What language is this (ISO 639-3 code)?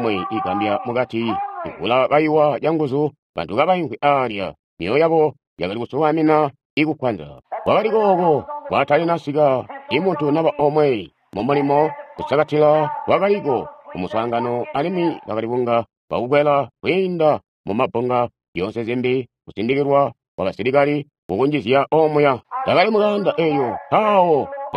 toi